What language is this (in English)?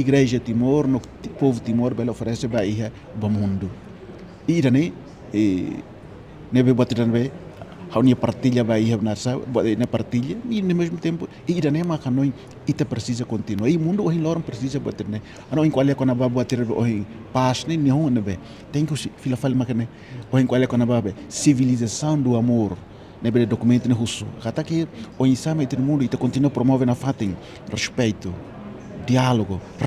Tetum